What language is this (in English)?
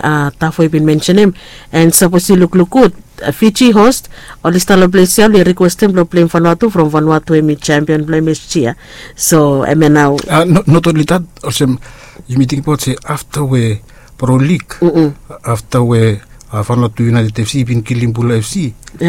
Bislama